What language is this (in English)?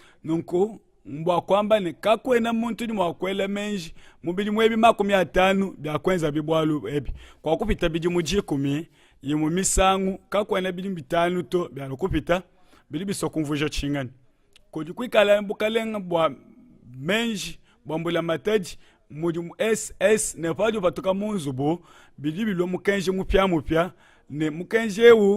Luba-Lulua